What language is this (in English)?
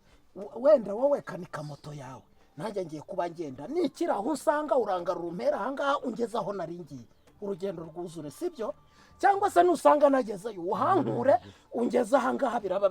Kinyarwanda